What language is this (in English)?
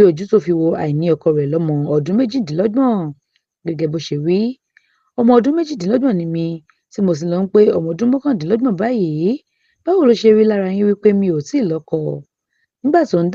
Yoruba